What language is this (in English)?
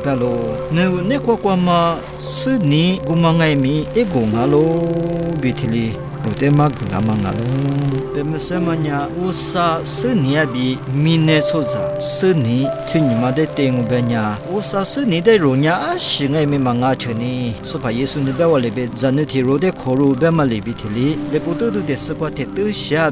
Lisu